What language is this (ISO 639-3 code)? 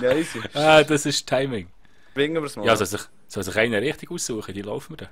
gsw